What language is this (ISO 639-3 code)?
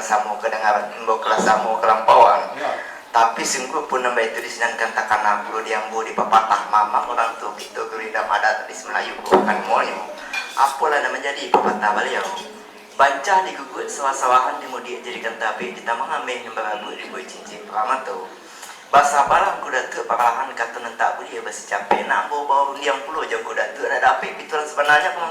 min